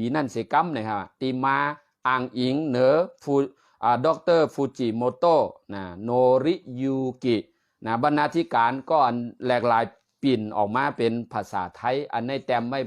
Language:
Shan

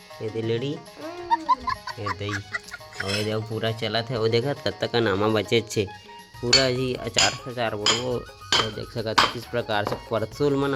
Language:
Chhattisgarhi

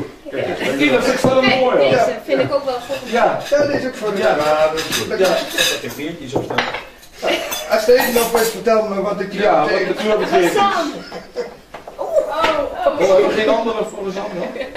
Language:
Dutch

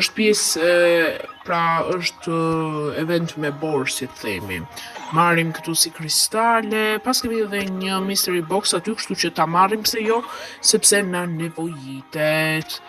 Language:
Albanian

